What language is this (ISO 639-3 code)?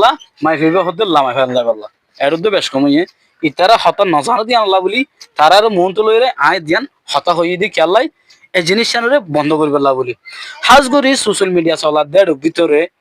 rhg